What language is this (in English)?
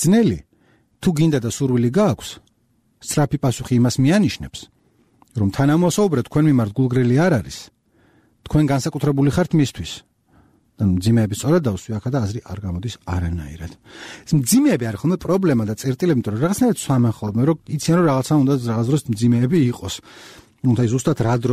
Georgian